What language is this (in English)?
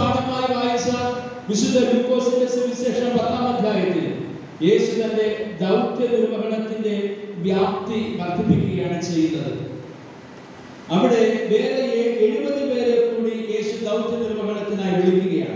Malayalam